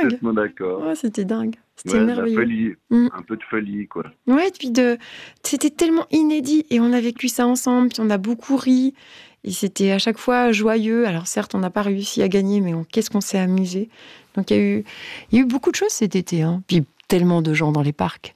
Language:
French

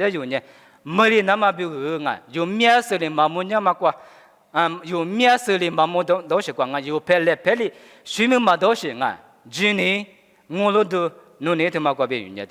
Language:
Lisu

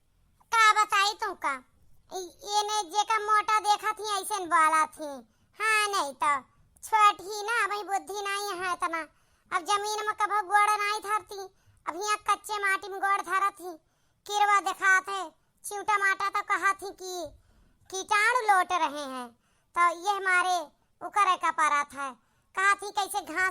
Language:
Awadhi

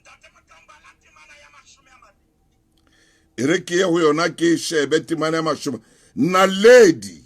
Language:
Southern Sotho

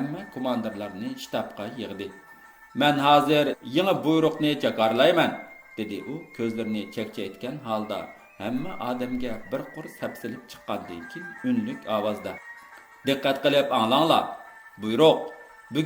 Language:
Uyghur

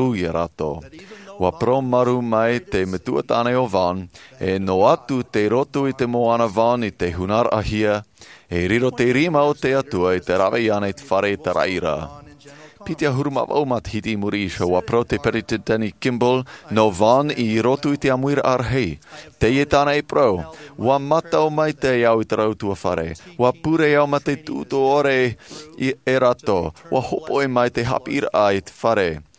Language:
Tahitian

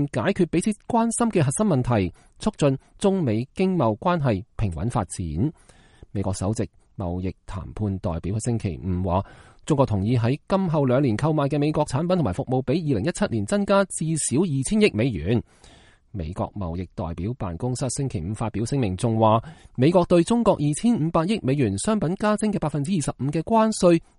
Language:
Cantonese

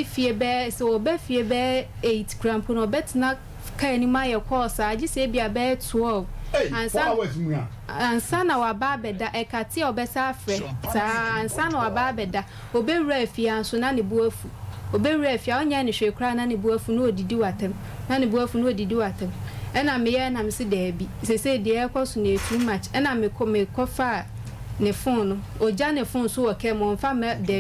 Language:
Akan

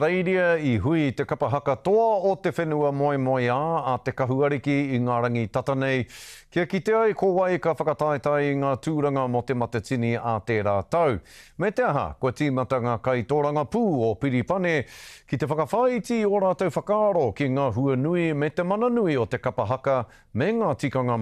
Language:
Māori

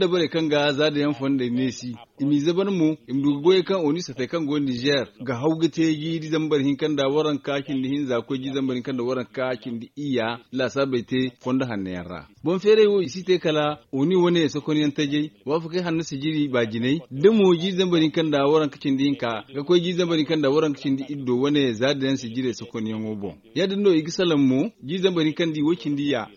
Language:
Zarma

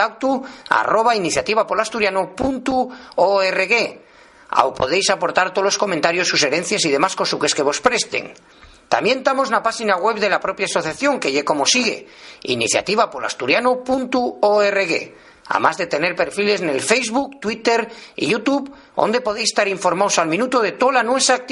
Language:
Asturian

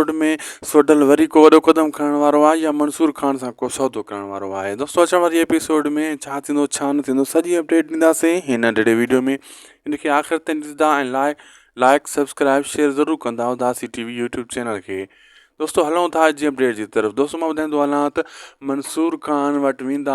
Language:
Sindhi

